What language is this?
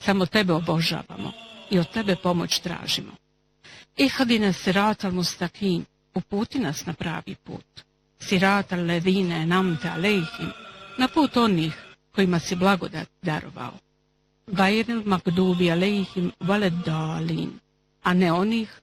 Bosnian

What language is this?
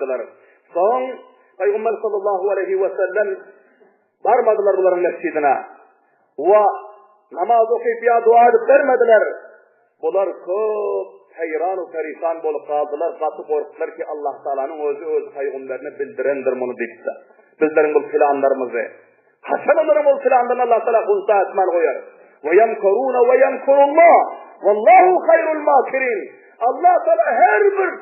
Turkmen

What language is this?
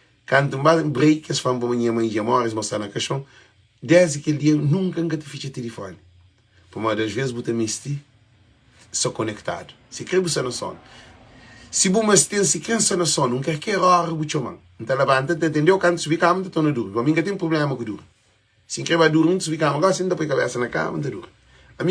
Kabuverdianu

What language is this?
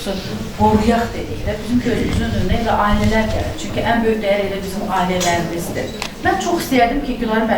Azerbaijani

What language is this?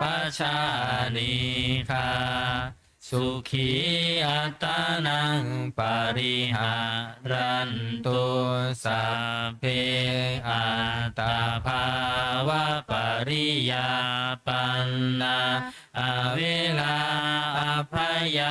Pali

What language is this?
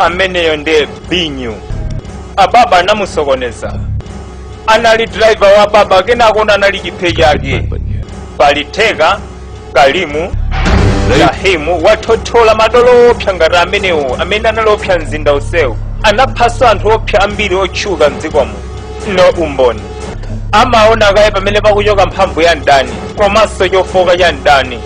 Nyanja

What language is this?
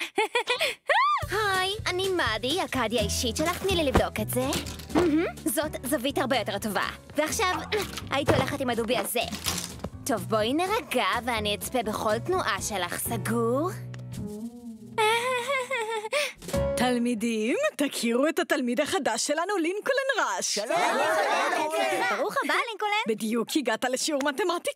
Hebrew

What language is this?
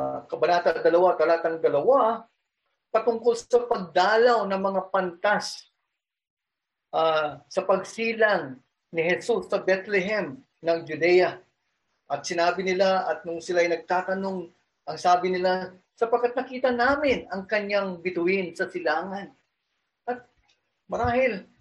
Filipino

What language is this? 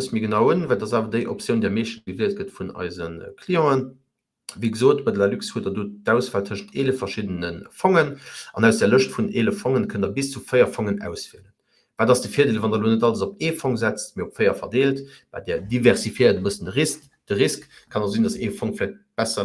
Luxembourgish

